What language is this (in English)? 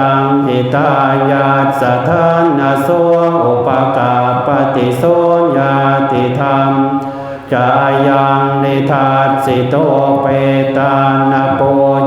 Pali